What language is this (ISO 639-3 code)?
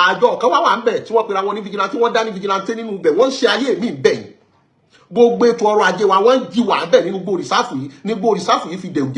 yor